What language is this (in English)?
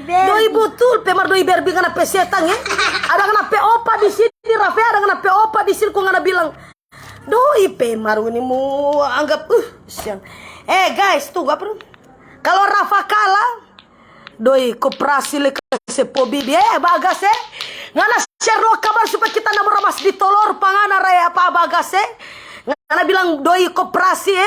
Manado Malay